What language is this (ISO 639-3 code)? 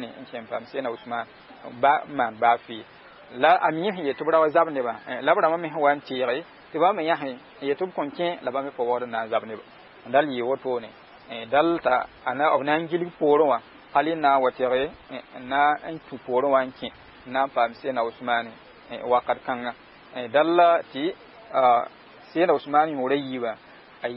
mos